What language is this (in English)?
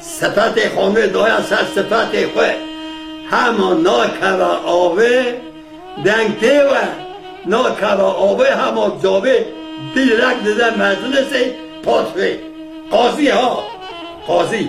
Kurdish